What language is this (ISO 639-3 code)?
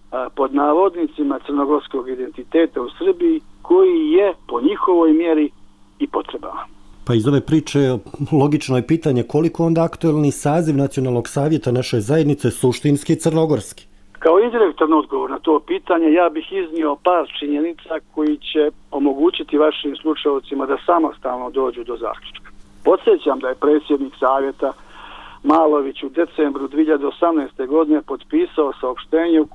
bos